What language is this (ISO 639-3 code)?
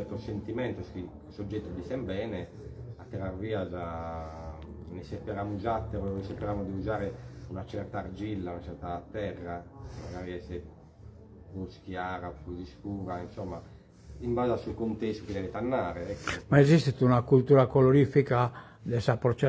srd